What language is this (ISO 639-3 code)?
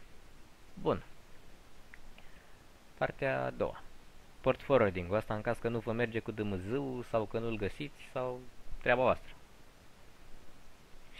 ron